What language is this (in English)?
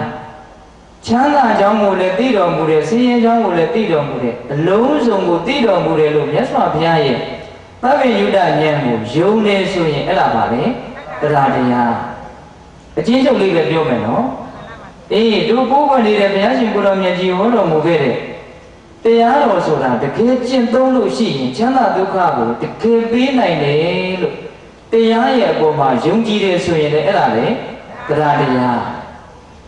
Burmese